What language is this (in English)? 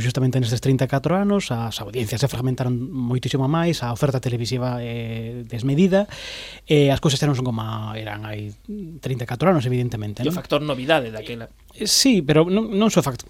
Galician